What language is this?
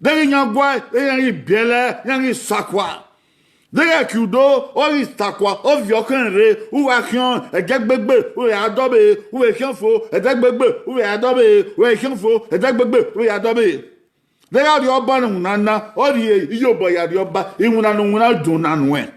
Bini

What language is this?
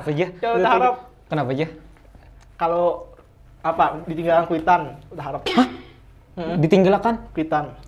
Banjar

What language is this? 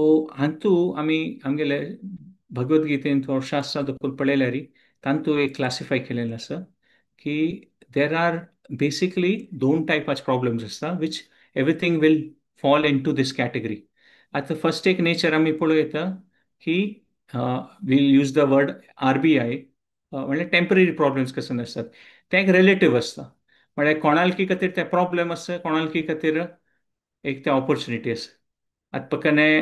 Konkani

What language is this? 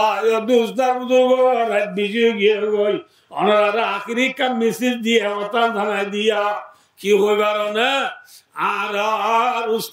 Rohingya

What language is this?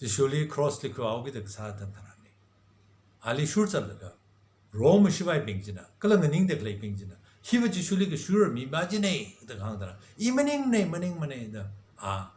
Tangkhul Naga (India)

